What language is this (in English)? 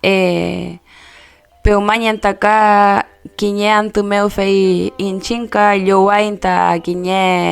Mapuche